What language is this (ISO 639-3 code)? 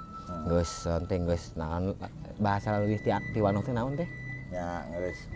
sun